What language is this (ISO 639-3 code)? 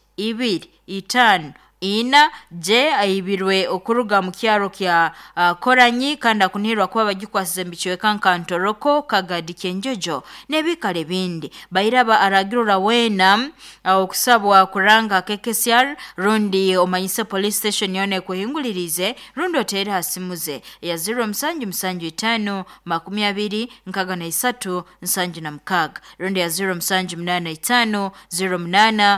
nyo